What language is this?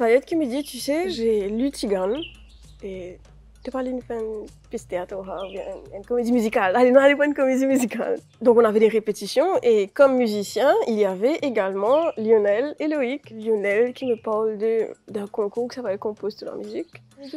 Morisyen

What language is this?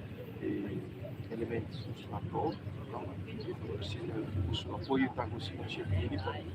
Tetum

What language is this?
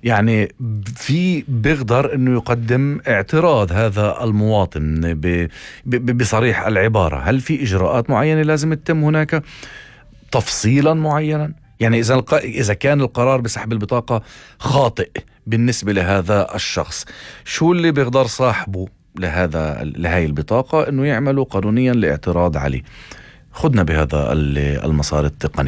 North Levantine Arabic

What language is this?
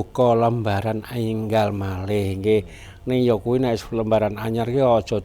Javanese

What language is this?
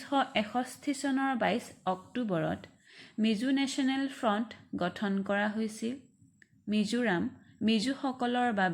Assamese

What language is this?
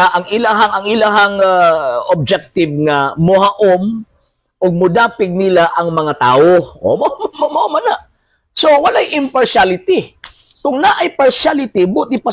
Cebuano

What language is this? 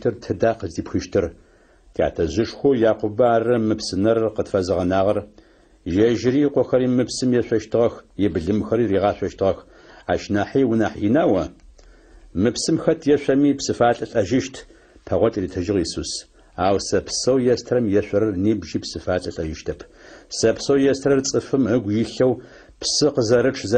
Adyghe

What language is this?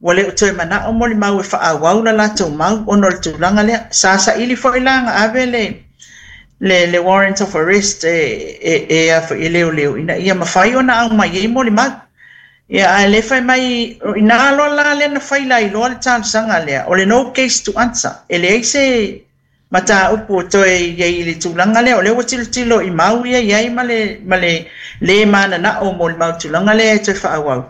Samoan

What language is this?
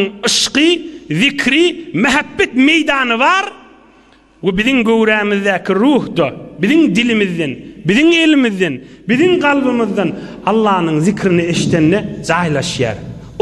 Turkmen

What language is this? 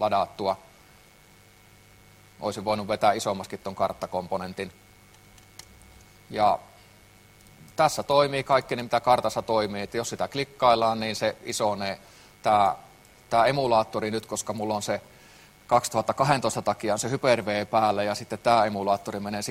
Finnish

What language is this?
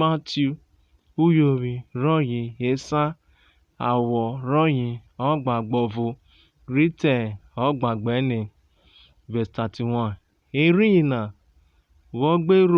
Urhobo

